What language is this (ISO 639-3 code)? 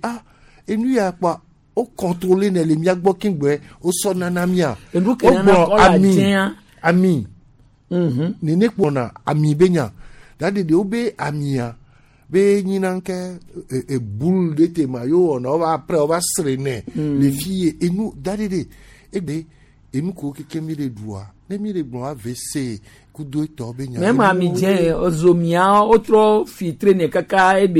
gej